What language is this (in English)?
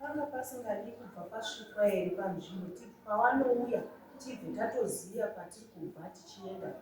Shona